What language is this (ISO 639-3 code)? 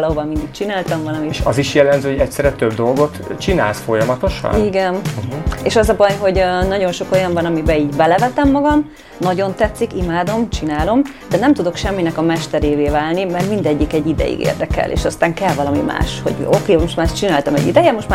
hun